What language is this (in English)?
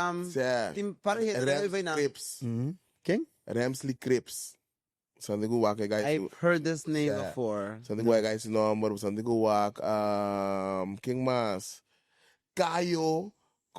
Papiamento